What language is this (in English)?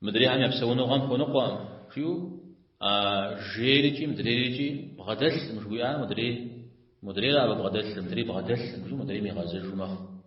Kabardian